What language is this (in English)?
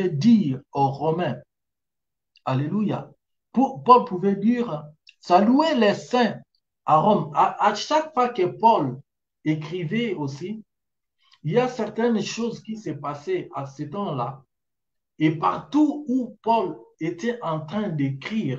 French